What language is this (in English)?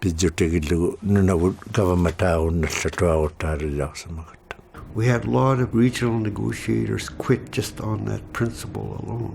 Inuktitut